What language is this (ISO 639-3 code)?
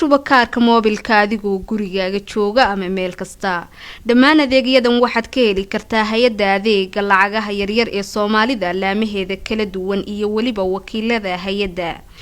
som